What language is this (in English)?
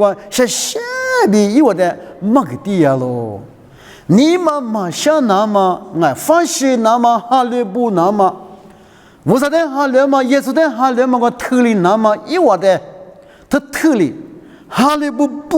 Lisu